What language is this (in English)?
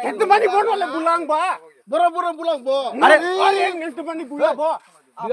Kok Borok